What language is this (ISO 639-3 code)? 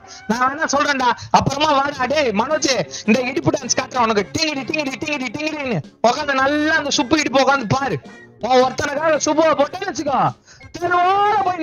tam